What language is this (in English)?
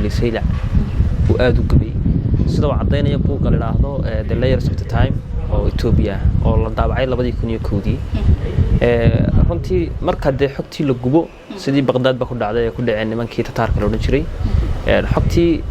Somali